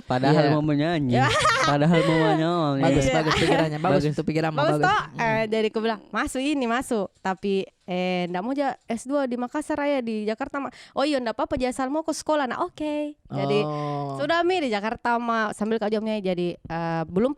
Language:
Makassar Malay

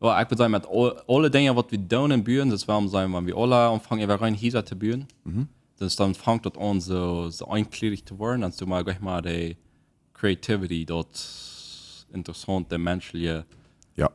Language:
Plautdietsch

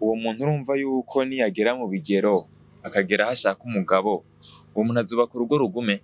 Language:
Rundi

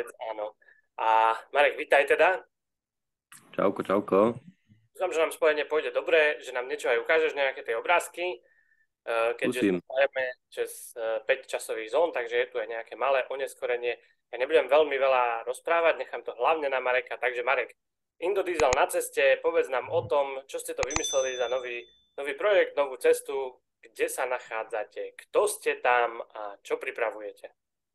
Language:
Slovak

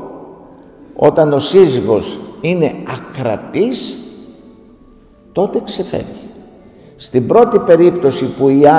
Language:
Greek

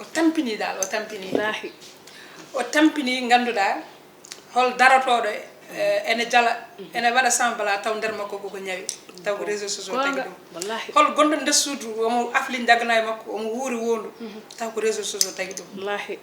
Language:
Fula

